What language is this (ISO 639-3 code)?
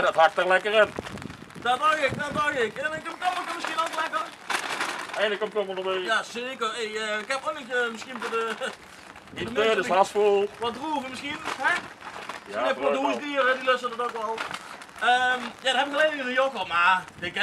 lim